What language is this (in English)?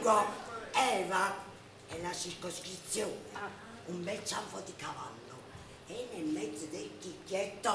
Neapolitan